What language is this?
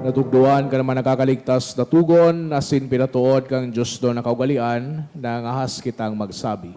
Bikol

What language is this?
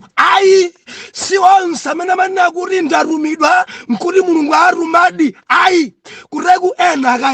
Nyanja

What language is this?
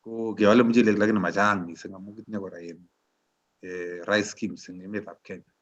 Kalenjin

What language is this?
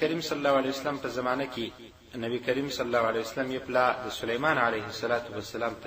Pashto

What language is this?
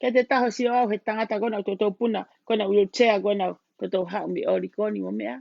Tongan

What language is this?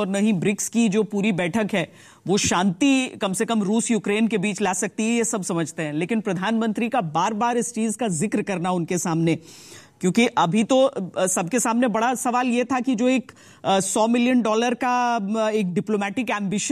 Hindi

